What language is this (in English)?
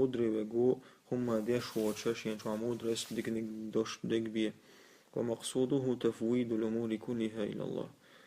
Chechen